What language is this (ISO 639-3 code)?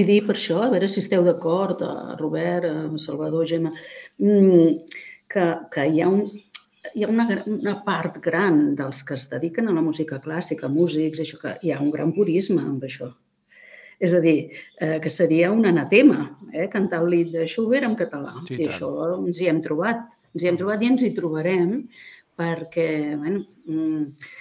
cat